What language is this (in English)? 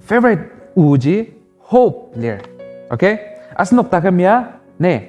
Ao Naga